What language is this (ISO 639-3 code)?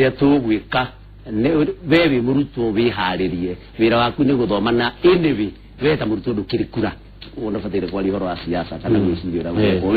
kik